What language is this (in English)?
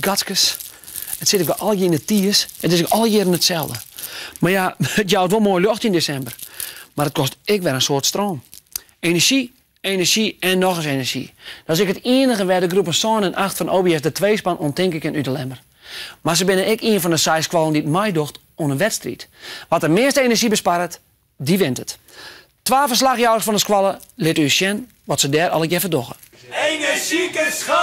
Western Frisian